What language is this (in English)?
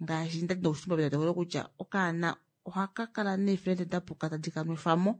Kuanyama